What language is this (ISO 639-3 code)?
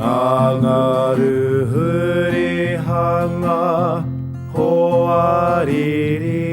mri